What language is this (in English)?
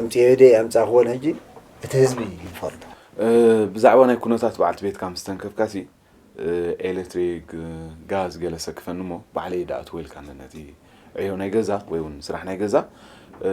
Tigrinya